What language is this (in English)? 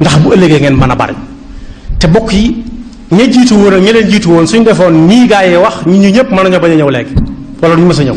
Wolof